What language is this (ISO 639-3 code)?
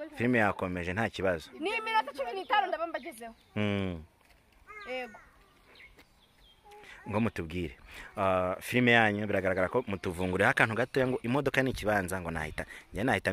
kin